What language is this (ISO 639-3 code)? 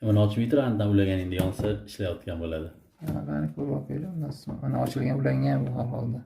uzb